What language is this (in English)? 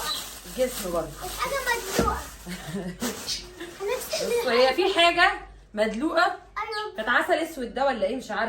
Egyptian Arabic